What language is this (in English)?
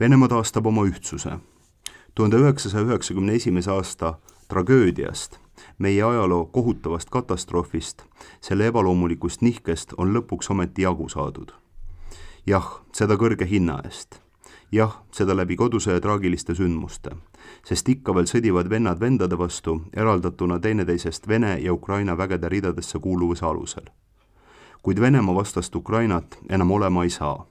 Estonian